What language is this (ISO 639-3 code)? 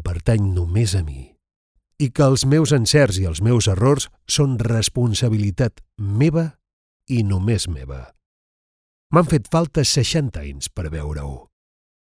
cat